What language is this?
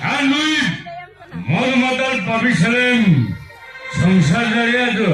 Santali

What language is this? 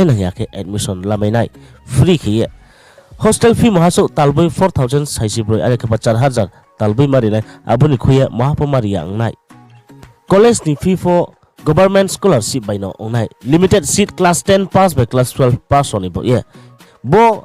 Riang (India)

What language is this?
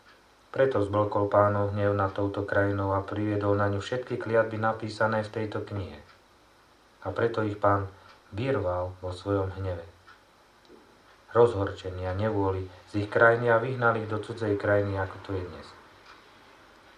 Slovak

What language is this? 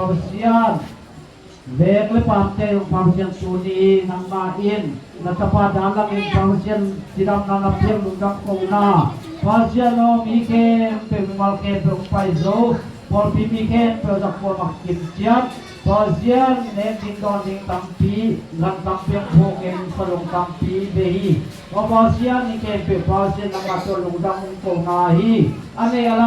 Tedim Chin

